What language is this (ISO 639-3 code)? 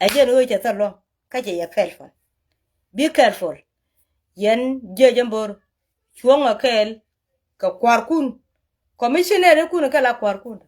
nus